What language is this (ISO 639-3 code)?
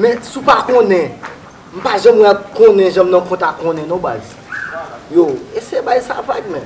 hat